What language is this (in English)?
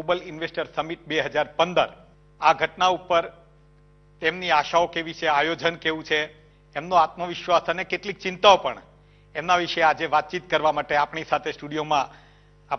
Gujarati